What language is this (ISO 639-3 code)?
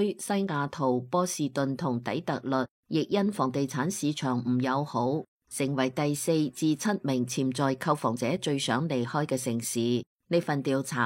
yue